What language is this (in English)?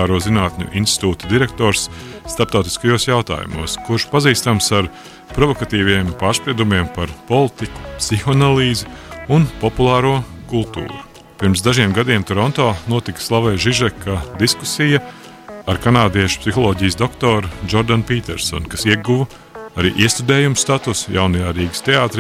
Latvian